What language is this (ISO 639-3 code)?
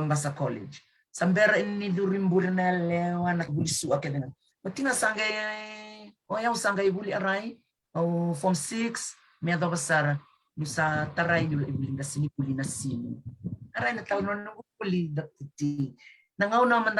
fij